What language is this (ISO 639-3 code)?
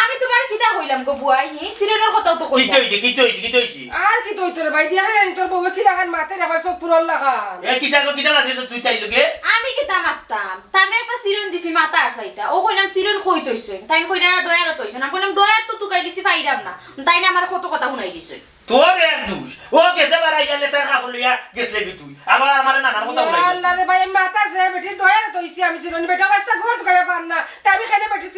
syl